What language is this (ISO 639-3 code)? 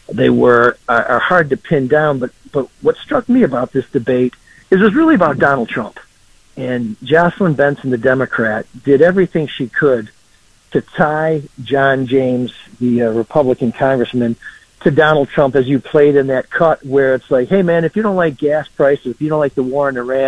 eng